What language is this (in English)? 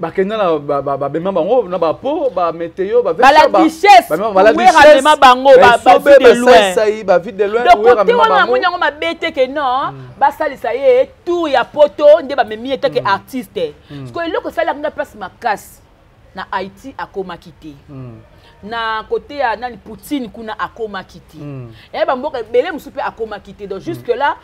Lingala